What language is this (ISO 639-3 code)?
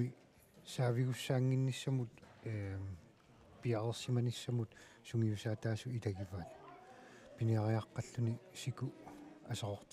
kal